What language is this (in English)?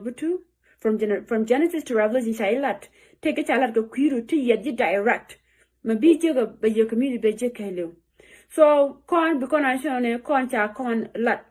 Nuer